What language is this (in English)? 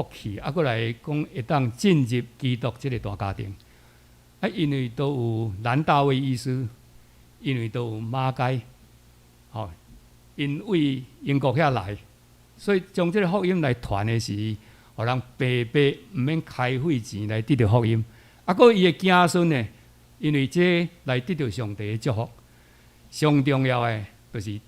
Min Nan Chinese